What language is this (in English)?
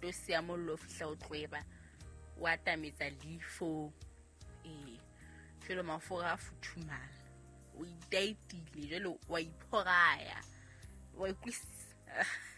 Southern Sotho